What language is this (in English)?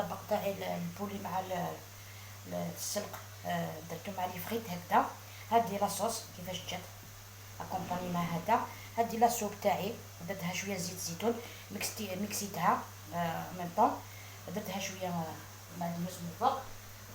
Algerian Arabic